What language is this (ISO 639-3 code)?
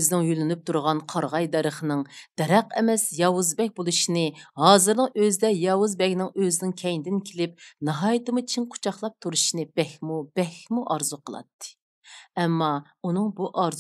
uig